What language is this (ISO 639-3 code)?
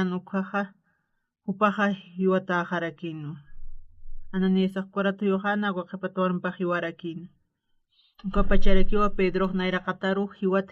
aym